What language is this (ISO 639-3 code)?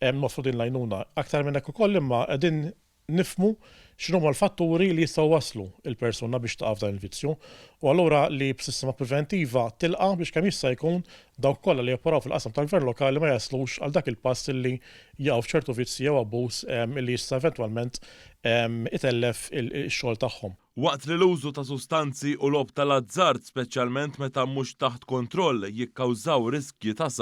mlt